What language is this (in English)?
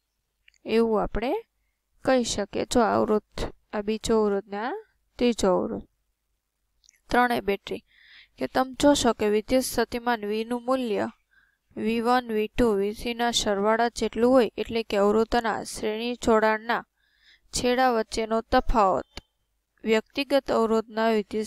Gujarati